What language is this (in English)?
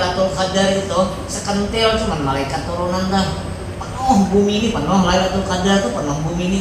Banjar